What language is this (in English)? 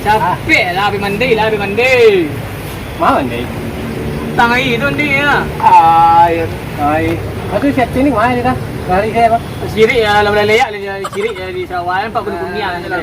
Minangkabau